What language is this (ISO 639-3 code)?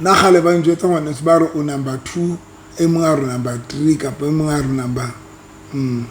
sot